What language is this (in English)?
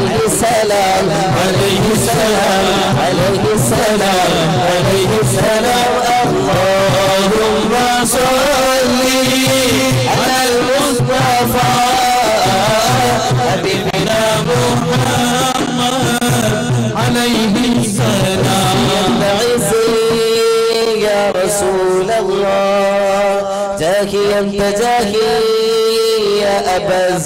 Malayalam